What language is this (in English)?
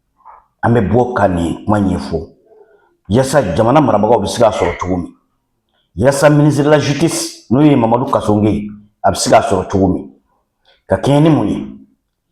Bambara